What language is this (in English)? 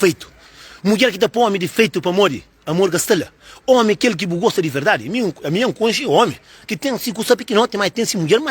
Kabuverdianu